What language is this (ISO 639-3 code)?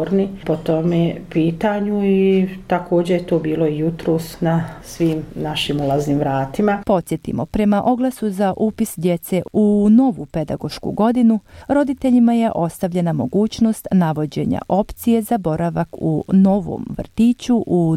hrv